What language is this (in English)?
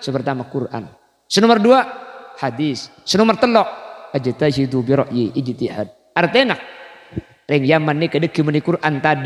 Madurese